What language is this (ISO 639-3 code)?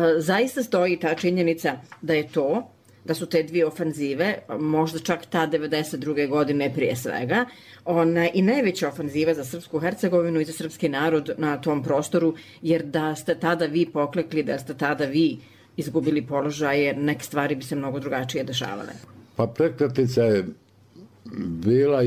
bos